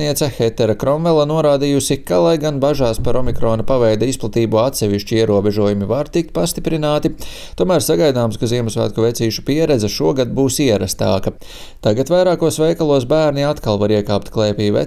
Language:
Latvian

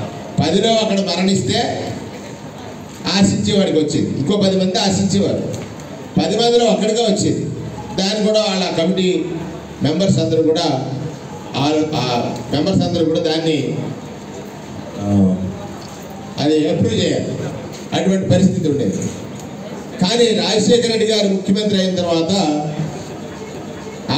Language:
Telugu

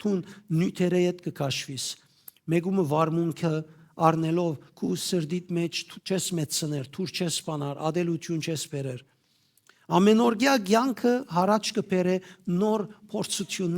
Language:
Western Armenian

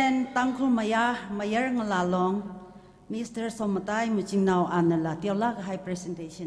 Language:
Tangkhul Naga (India)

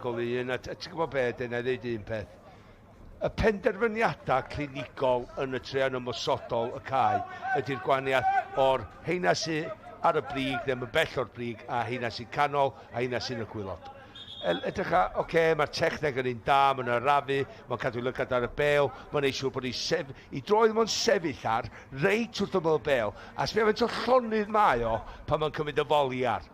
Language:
Welsh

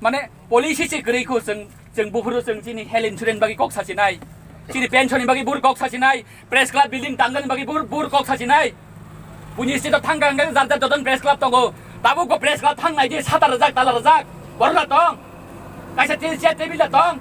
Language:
Kok Borok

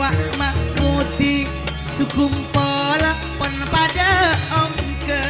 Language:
Madurese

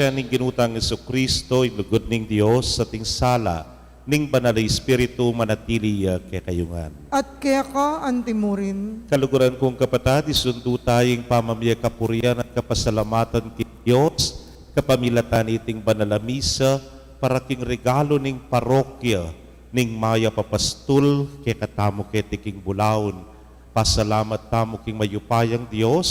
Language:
Pampanga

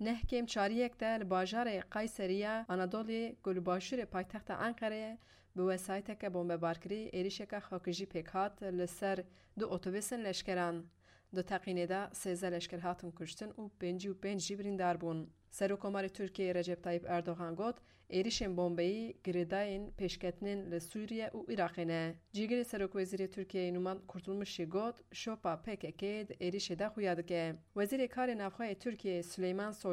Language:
Kurdish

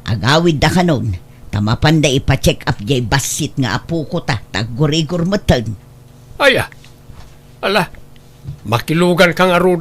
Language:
Iloko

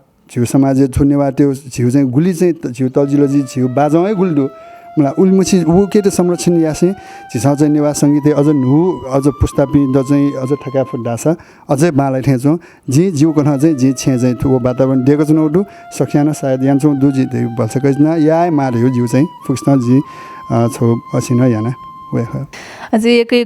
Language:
Newari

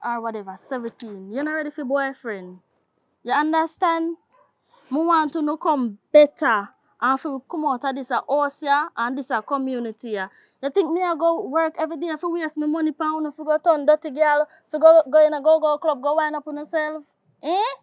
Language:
Jamaican Creole English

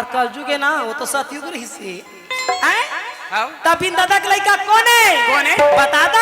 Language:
Chhattisgarhi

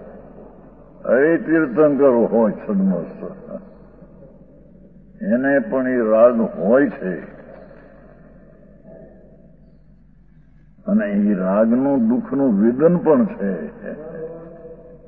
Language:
Gujarati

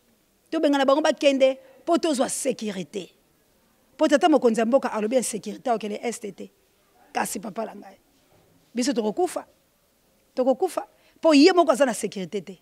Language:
Lingala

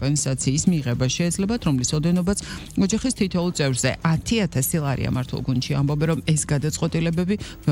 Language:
Georgian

